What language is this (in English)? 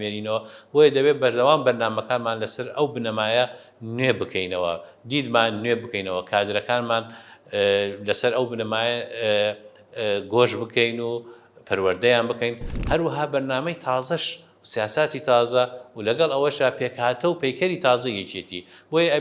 Central Kurdish